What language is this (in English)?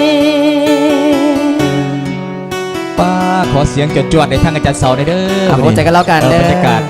Lao